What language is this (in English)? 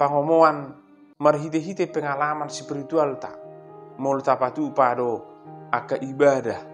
Batak Toba